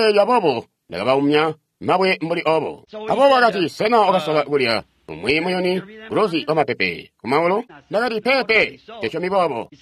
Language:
Tonga (Zambia)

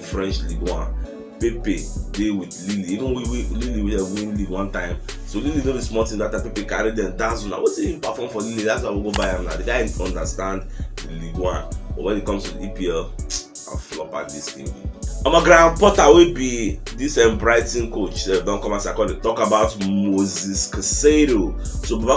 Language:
Nigerian Pidgin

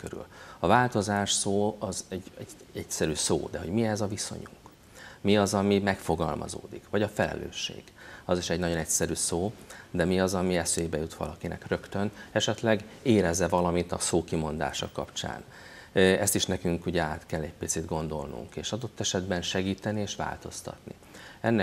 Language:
Hungarian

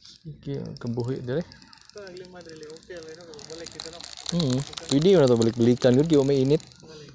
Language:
Cebuano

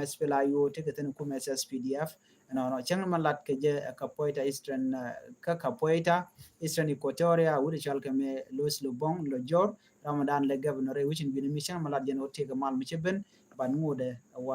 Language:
Nuer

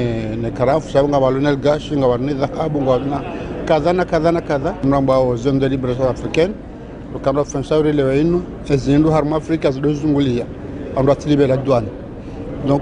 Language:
Ngazidja Comorian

